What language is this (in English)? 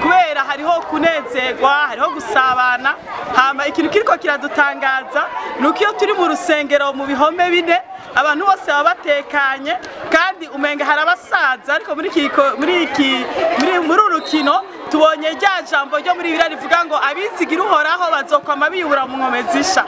Rundi